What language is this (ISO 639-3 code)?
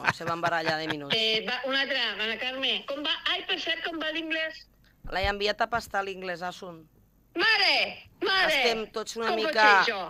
cat